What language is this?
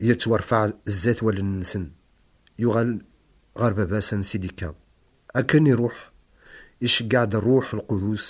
Kabyle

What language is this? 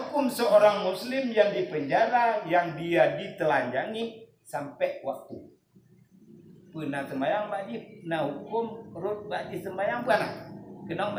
Malay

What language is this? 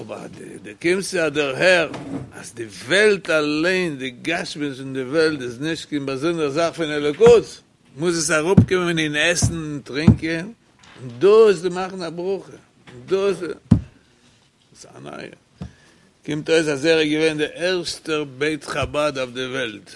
Yiddish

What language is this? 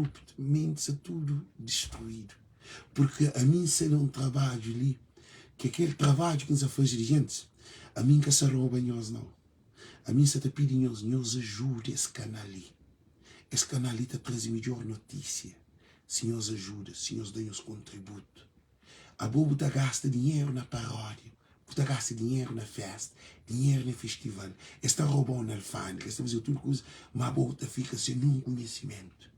Kabuverdianu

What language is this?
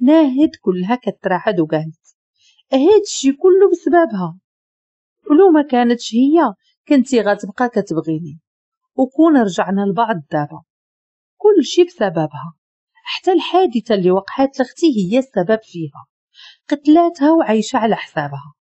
Moroccan Arabic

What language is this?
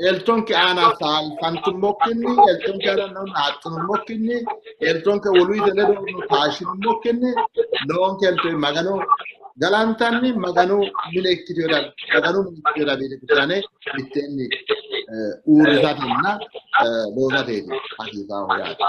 Sidamo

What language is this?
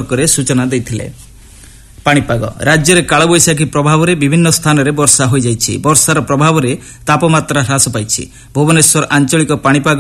Odia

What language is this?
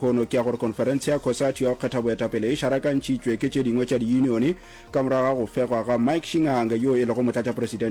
Northern Sotho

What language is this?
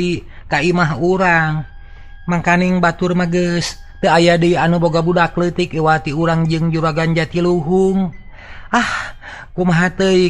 Sundanese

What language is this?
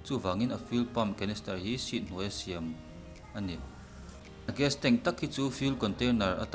Mizo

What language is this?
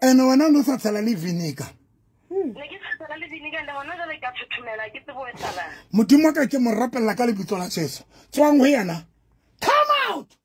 Southern Sotho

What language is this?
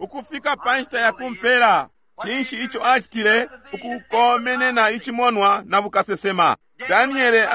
Bemba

